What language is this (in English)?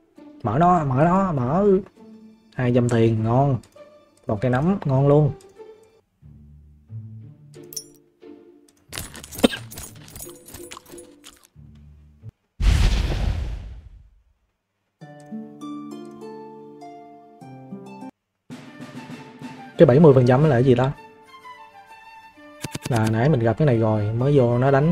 Vietnamese